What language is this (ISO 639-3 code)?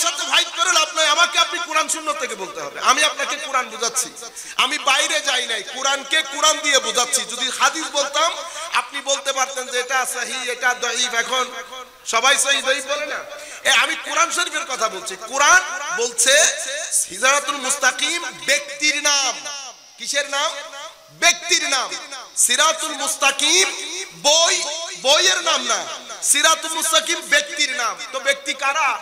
ben